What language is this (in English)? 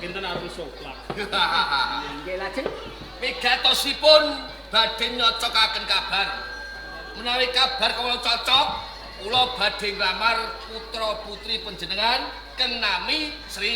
Javanese